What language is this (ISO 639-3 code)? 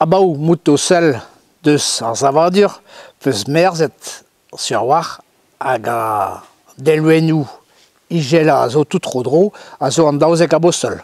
bre